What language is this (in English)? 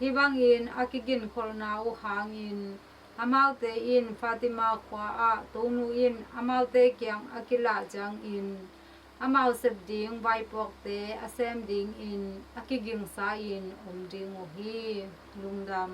Tedim Chin